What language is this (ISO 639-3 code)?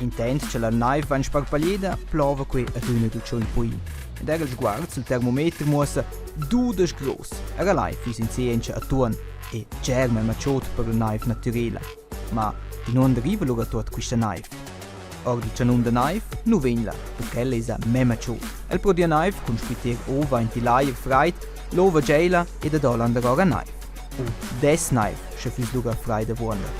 roh